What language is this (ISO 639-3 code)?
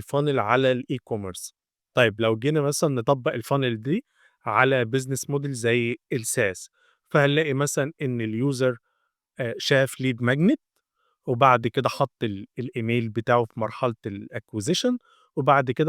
arz